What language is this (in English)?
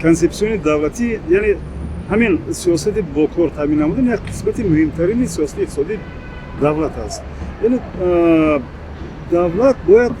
Tajik